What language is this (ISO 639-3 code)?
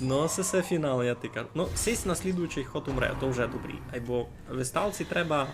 rue